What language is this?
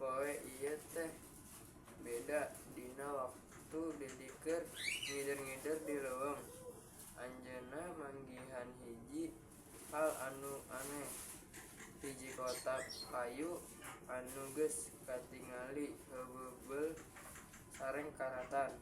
Sundanese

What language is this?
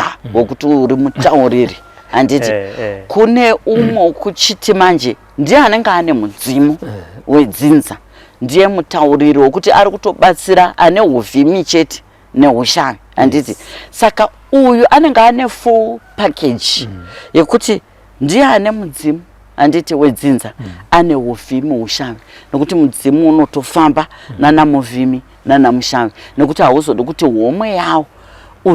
Shona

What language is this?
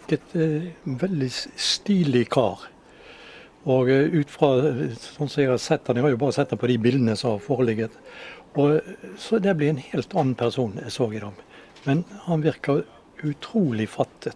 Norwegian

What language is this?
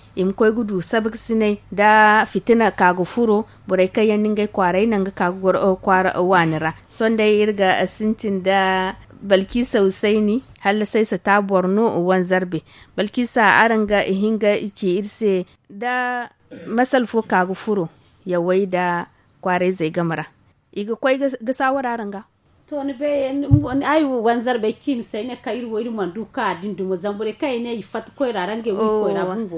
Zarma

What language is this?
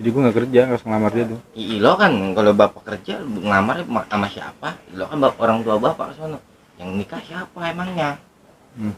Betawi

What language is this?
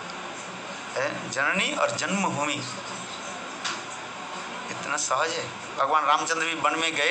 Hindi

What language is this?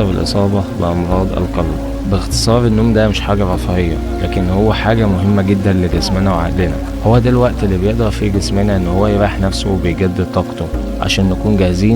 Egyptian Arabic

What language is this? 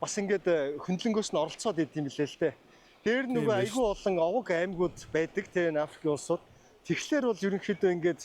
Mongolian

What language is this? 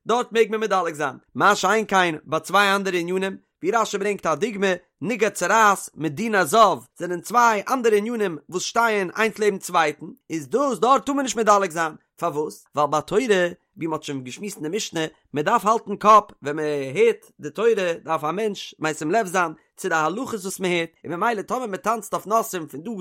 Yiddish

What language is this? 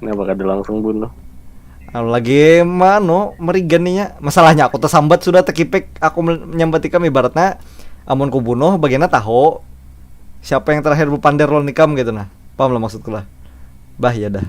Banjar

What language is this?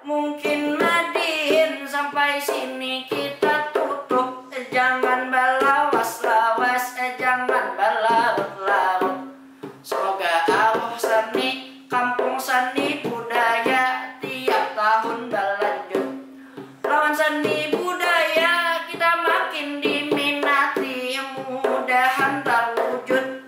Banjar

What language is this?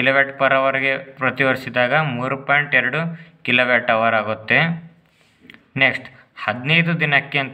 Kannada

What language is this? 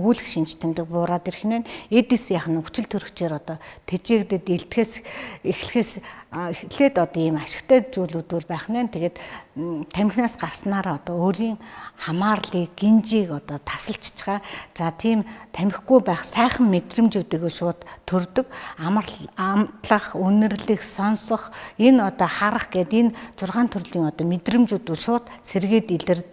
Mongolian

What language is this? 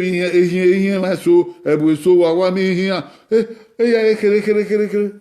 Bini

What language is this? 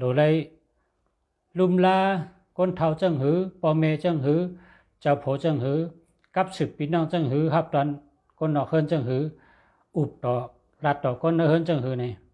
Shan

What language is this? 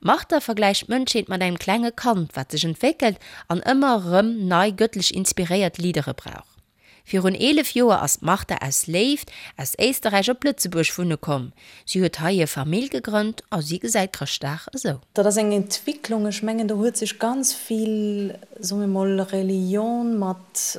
Luxembourgish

